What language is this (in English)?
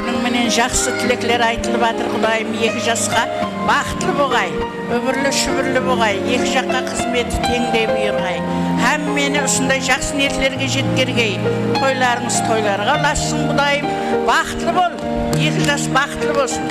Kara-Kalpak